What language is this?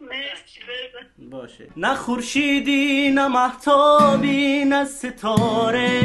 Tajik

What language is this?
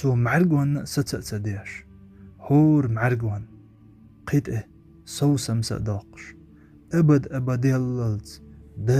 Chechen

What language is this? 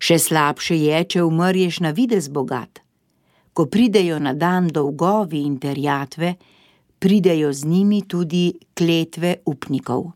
Slovenian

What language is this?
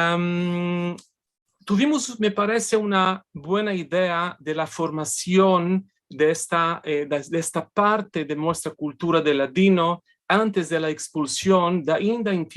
Ladino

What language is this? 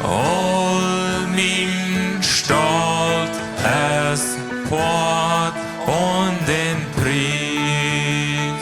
Plautdietsch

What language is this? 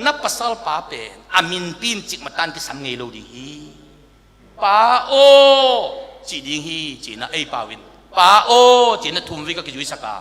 Tedim Chin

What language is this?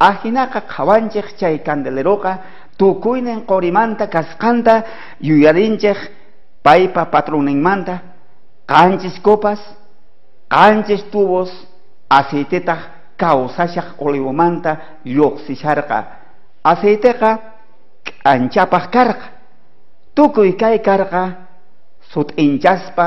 South Bolivian Quechua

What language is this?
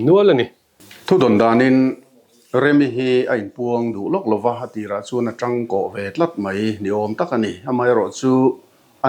Mizo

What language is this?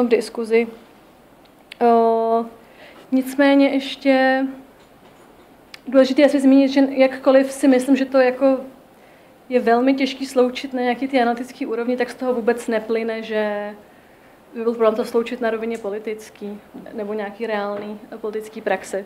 Czech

